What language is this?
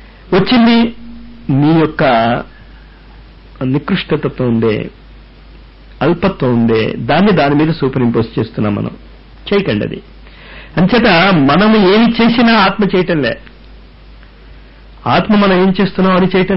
Telugu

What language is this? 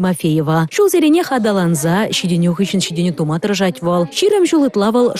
Chuvash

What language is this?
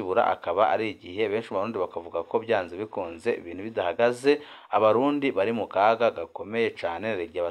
Rundi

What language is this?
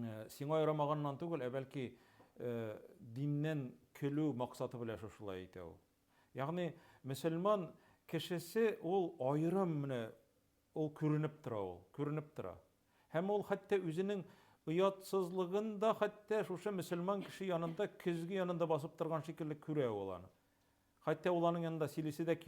Tatar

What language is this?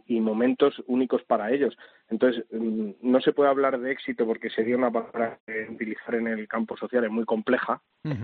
Spanish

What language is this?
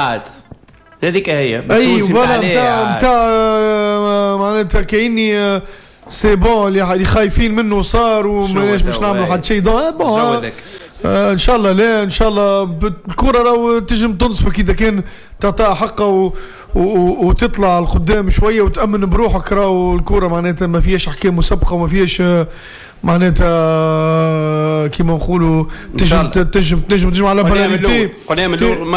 Tunisian Arabic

